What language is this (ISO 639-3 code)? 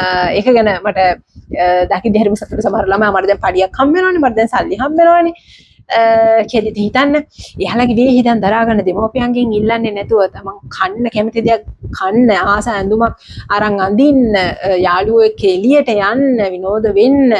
sin